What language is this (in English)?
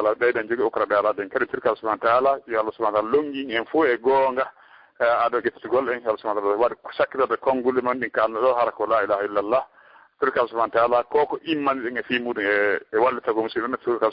Fula